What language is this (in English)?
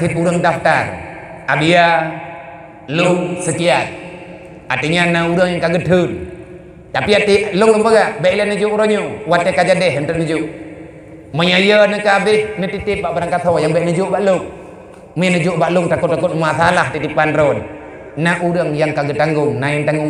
Achinese